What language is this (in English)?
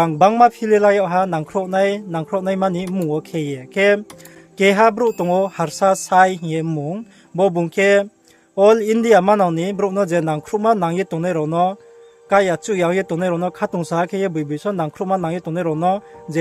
Riang (India)